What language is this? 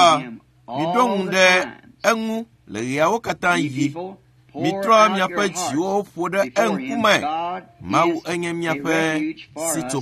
Ewe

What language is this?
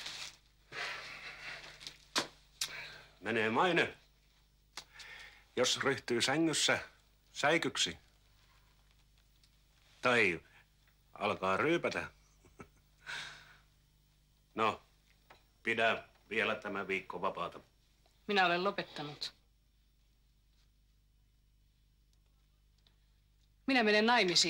Finnish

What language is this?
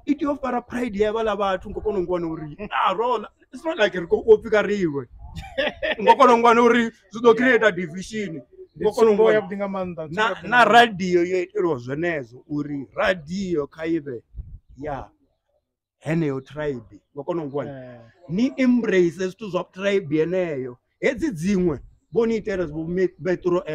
Venda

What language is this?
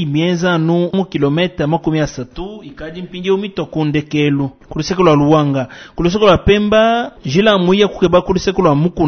Luba-Lulua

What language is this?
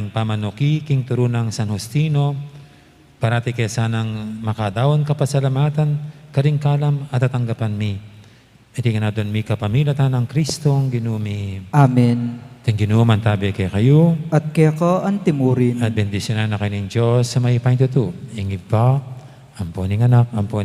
Pampanga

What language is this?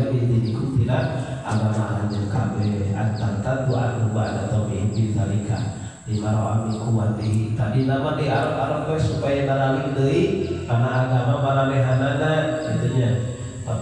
Sundanese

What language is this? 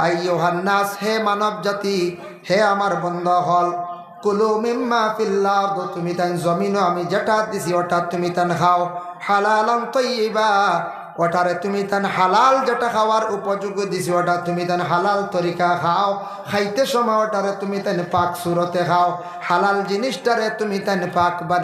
Sylheti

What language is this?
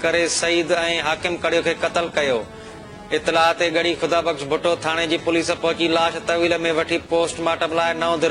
Sindhi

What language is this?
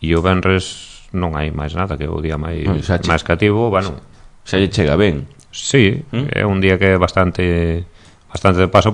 Galician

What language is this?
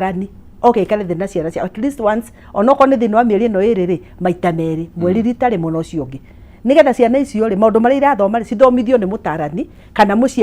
Kikuyu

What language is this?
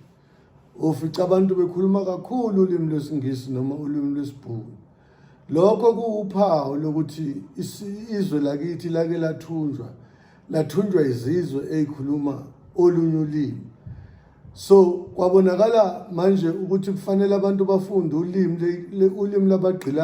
Zulu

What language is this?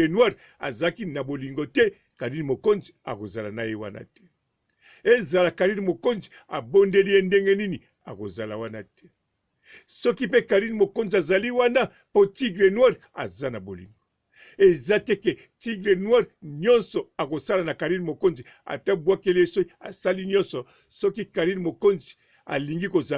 Lingala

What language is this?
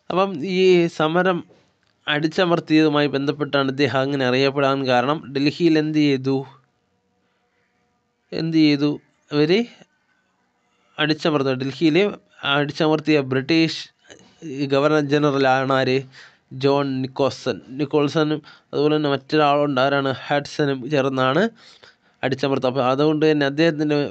Malayalam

